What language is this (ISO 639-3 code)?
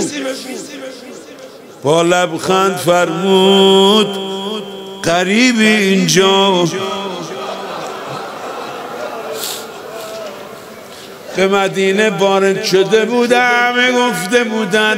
fas